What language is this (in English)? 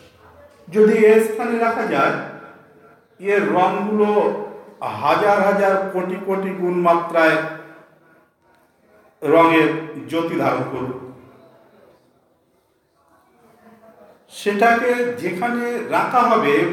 Bangla